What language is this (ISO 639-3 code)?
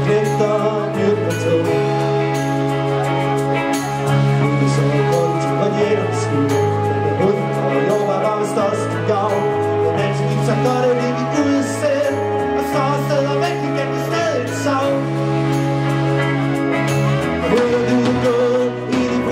dan